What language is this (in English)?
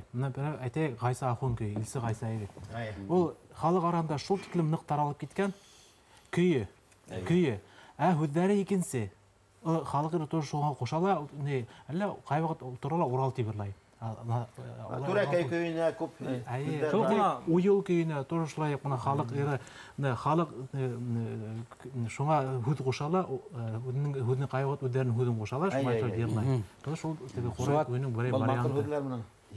Bashkir